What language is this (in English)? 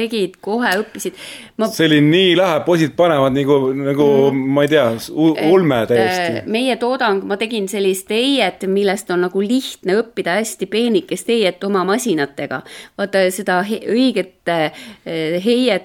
Estonian